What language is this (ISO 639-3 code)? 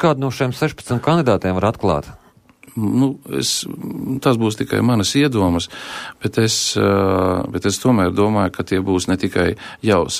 lav